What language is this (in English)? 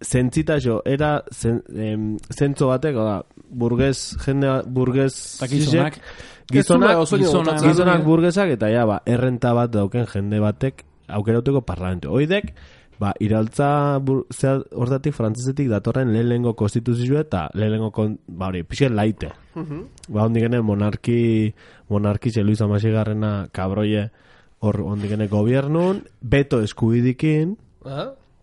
Basque